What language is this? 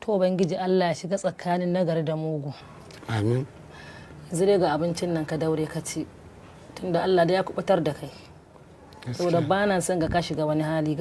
Hausa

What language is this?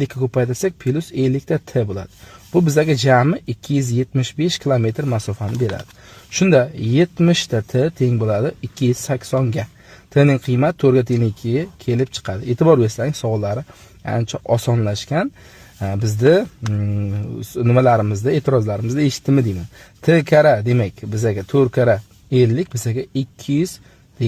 Uzbek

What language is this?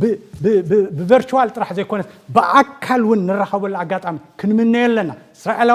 Tigrinya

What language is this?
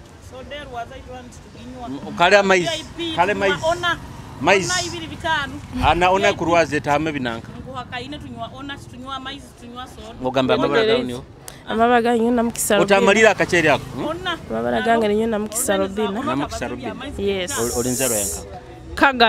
Nyoro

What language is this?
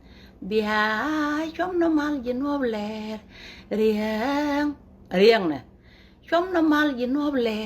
Nuer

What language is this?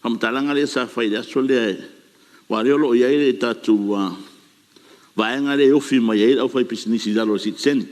Samoan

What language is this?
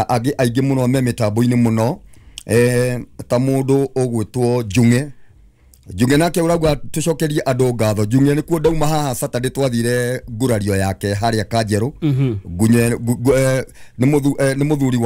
Kikuyu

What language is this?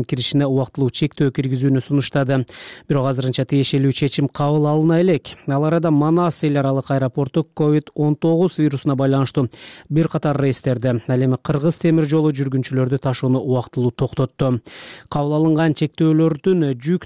Kyrgyz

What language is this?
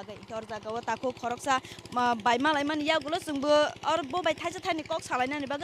Kok Borok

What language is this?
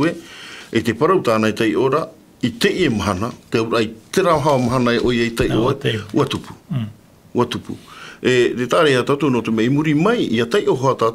Tahitian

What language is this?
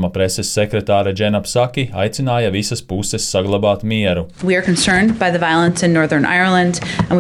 Latvian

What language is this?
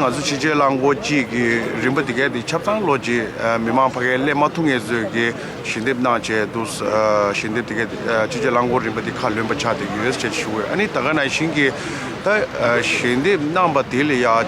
Tibetan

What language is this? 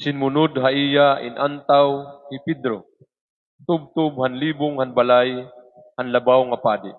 Waray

